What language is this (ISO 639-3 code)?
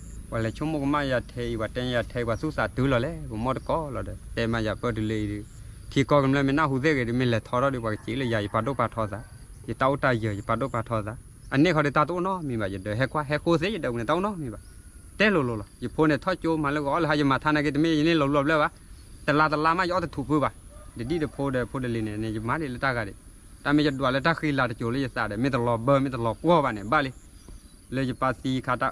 ksw